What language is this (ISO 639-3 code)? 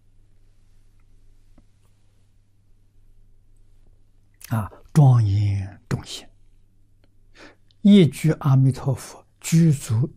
zho